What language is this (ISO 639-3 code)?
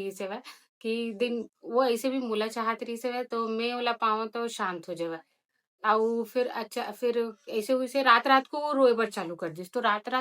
hne